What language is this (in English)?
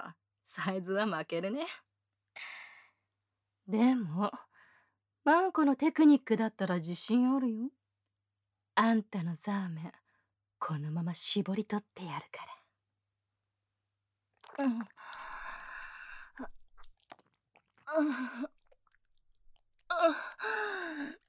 Japanese